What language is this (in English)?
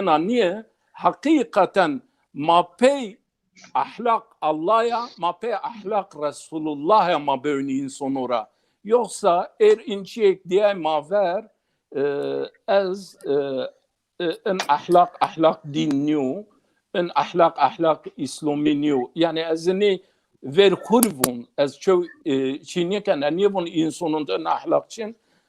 Zaza